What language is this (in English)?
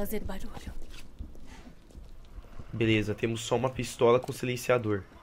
Portuguese